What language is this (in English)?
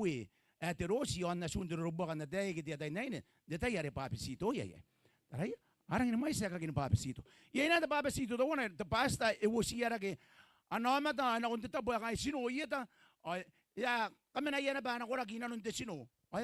Gilbertese